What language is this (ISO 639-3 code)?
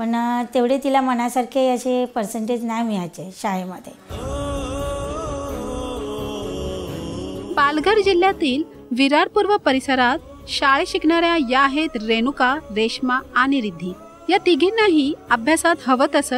mar